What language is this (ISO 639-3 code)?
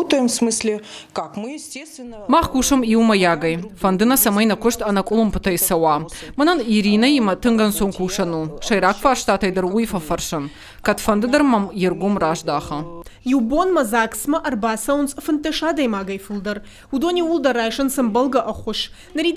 oss